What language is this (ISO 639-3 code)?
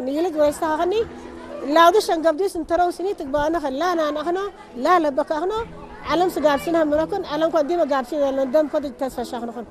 tir